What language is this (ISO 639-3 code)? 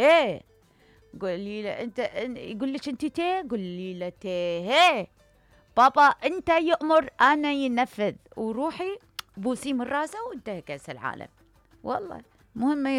acm